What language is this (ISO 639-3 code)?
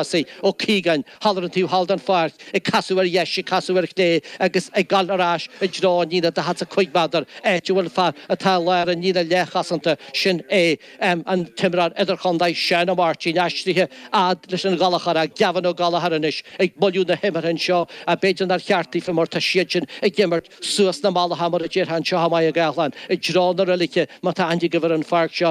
gle